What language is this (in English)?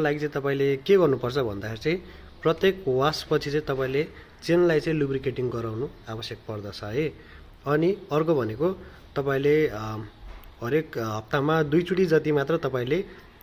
Nepali